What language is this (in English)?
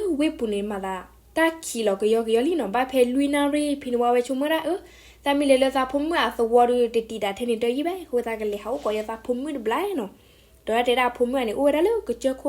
S'gaw Karen